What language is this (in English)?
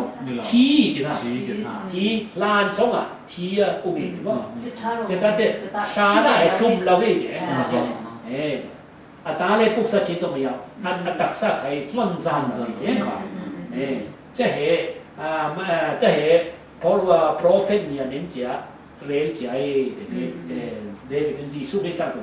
Falam Chin